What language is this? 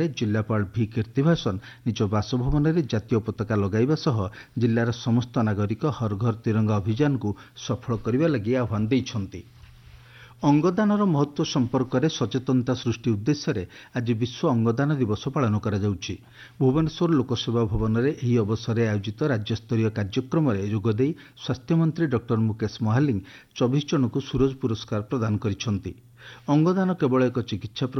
Odia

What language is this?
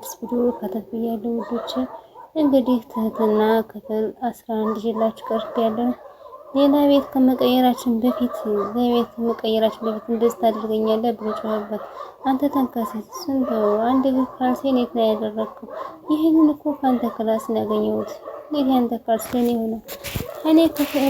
Amharic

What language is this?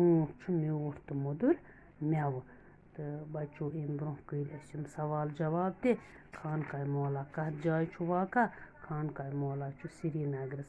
Kashmiri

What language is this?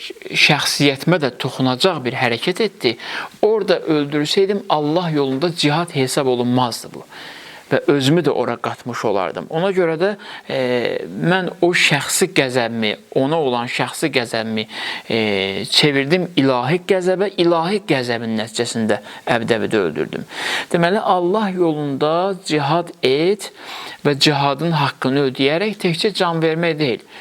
Azerbaijani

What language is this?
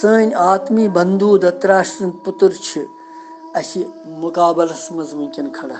Kashmiri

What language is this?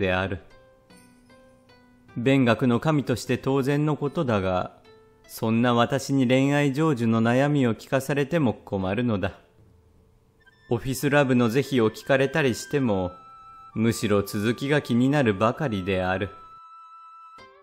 Japanese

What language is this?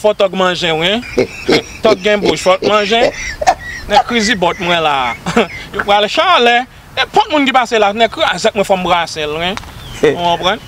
Haitian Creole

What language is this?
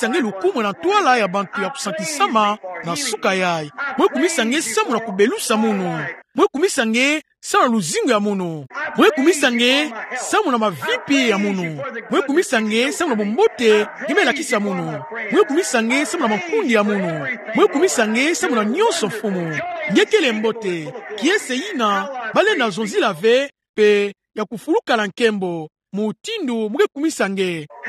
Kituba (Democratic Republic of Congo)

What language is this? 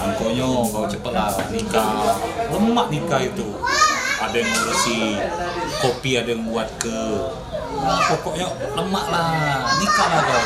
Musi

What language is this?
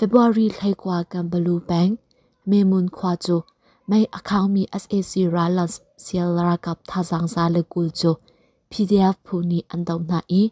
Hakha Chin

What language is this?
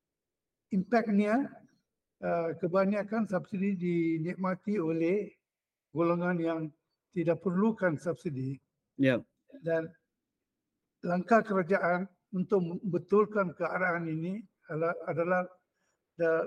Malay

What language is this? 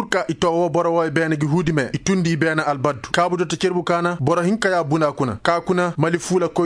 Koyraboro Senni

